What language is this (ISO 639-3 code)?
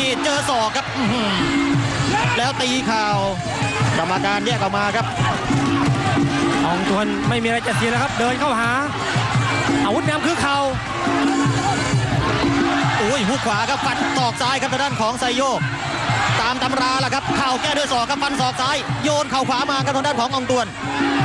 tha